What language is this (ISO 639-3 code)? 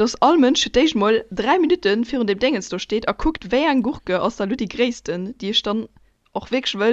ltz